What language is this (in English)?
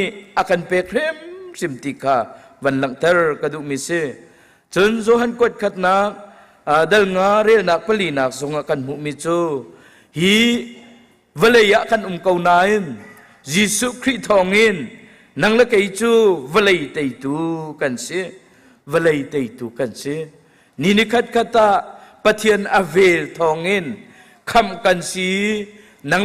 Hakha Chin